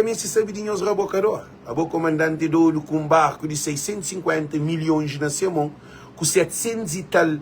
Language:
Kabuverdianu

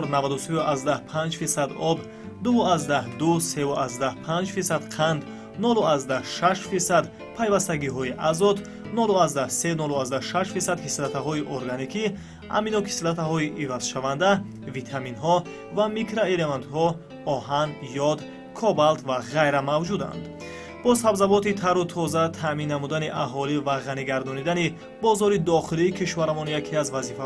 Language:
Tajik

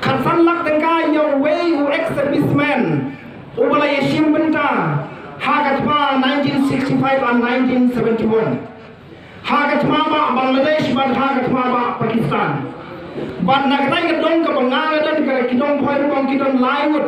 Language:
Khasi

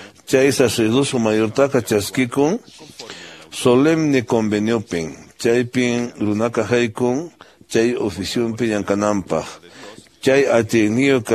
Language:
Quechua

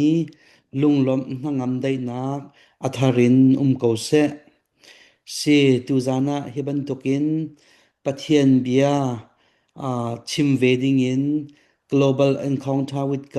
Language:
Hakha Chin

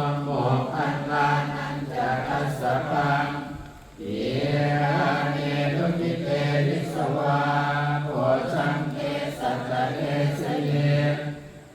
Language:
Pali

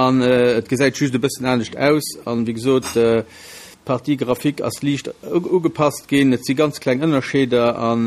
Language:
Luxembourgish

